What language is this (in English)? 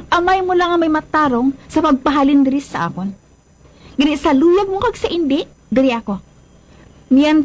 Hiligaynon